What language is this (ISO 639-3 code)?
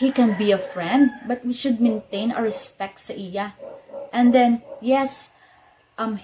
hil